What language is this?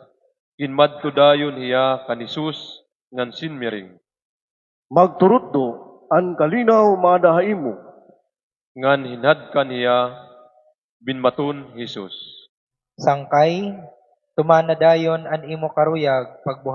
Waray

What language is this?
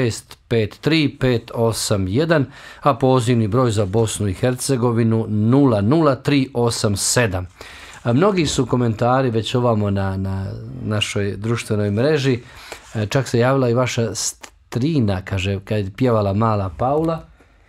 Bosnian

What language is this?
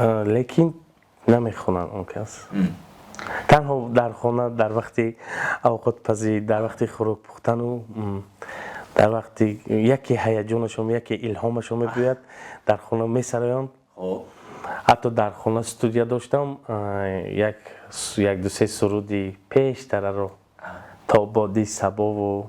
Tajik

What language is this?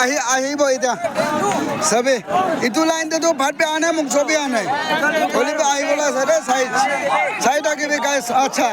Naga Pidgin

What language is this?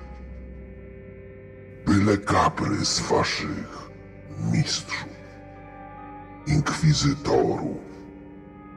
Polish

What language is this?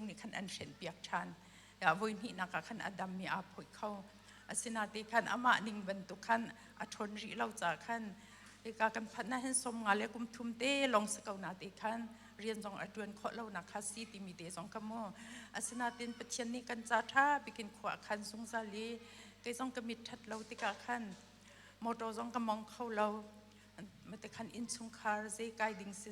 Hakha Chin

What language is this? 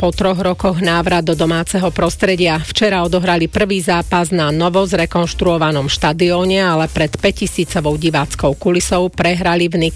Slovak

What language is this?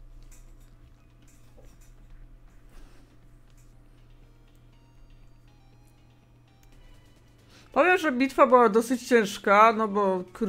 Polish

